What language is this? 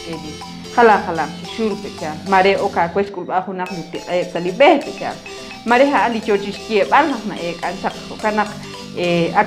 Kekchí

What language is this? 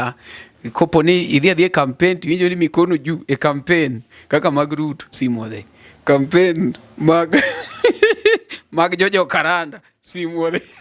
Luo (Kenya and Tanzania)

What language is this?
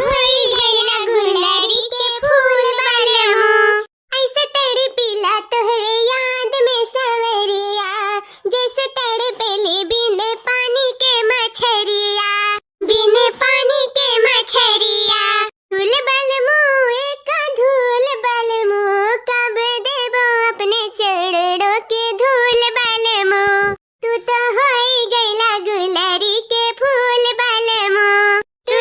Awadhi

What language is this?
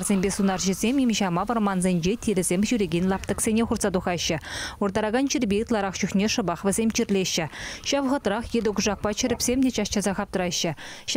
Chuvash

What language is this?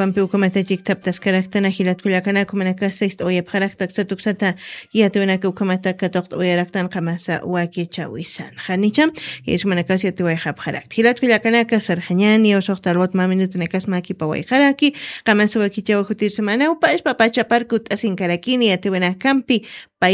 Aymara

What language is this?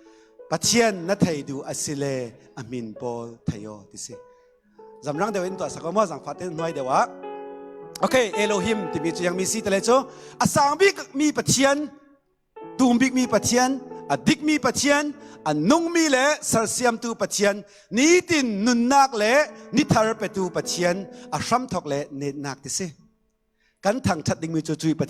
Falam Chin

